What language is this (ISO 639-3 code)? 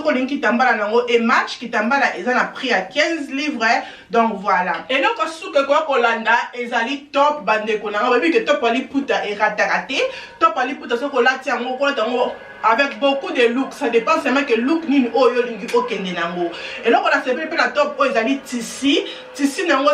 lin